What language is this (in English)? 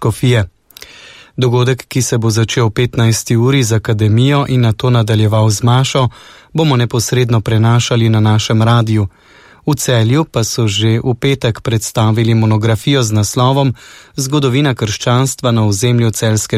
Slovenian